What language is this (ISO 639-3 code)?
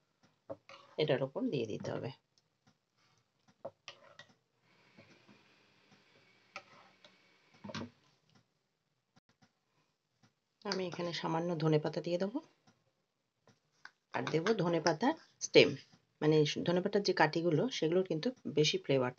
ben